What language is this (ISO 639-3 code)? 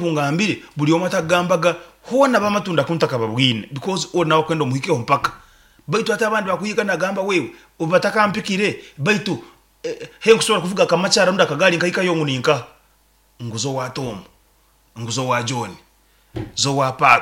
nyn